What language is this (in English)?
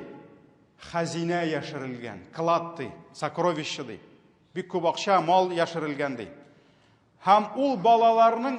Tatar